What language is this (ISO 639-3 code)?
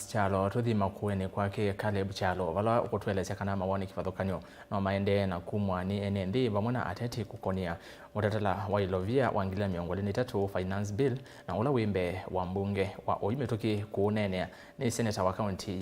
kam